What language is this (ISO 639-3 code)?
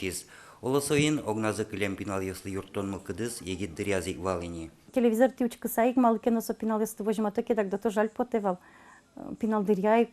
udm